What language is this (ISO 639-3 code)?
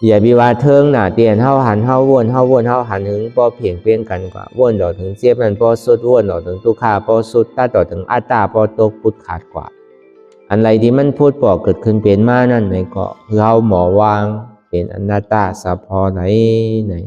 shn